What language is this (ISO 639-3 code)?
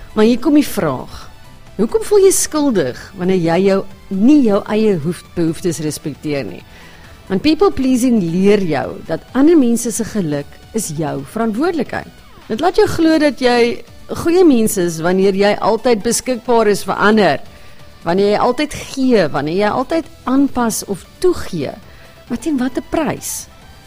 afr